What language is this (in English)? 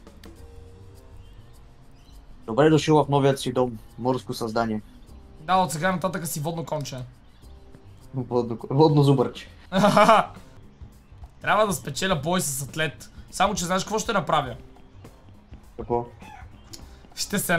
Bulgarian